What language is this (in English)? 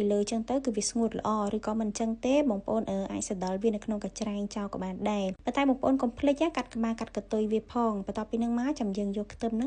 Khmer